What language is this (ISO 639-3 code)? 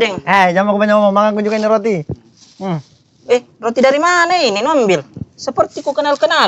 mfp